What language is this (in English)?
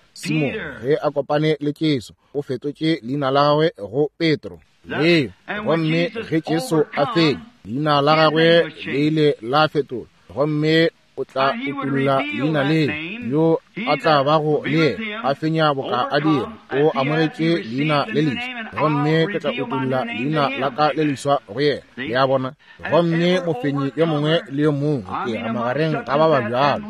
Northern Sotho